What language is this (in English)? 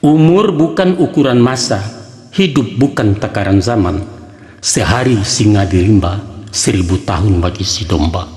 Minangkabau